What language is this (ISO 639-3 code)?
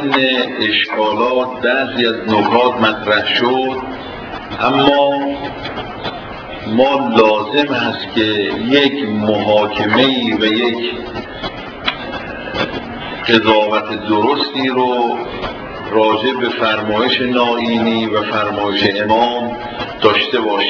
fas